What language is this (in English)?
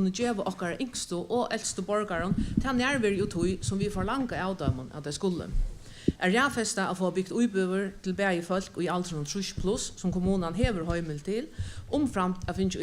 Faroese